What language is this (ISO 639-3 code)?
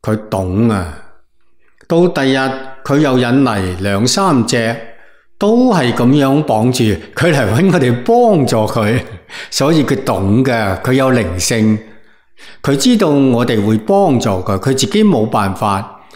yue